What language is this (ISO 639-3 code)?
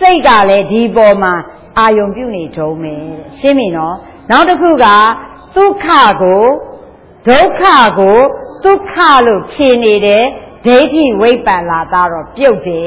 mya